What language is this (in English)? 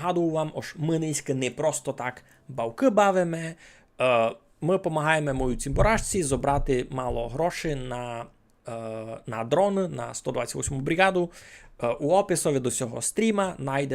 Rusyn